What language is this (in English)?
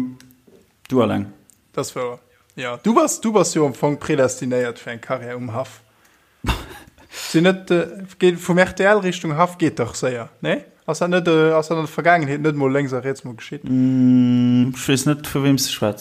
Luxembourgish